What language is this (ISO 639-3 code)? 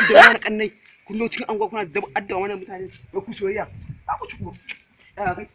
hau